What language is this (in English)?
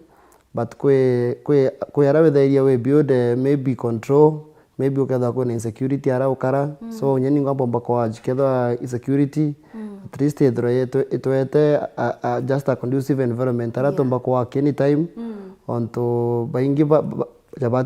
Meru